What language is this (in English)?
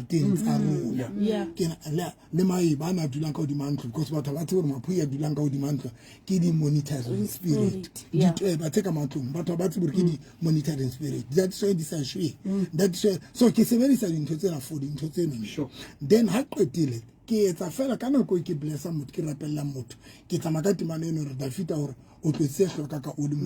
Southern Sotho